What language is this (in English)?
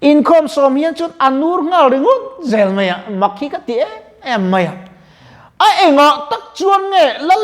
Mizo